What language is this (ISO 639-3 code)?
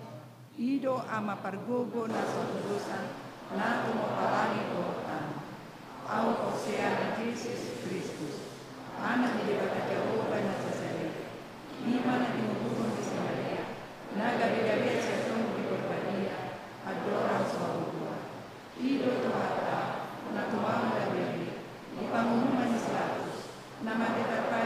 bbc